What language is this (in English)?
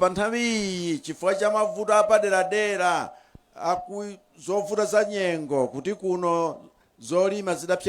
Nyanja